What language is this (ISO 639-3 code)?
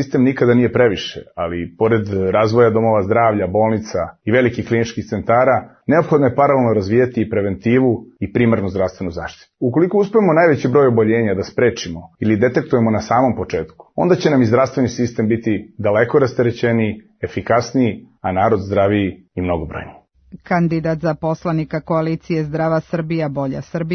srp